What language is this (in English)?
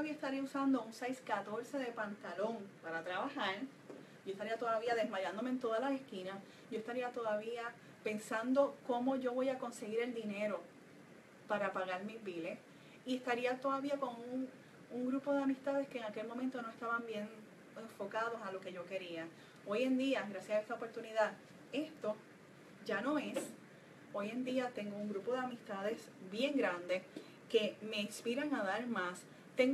Spanish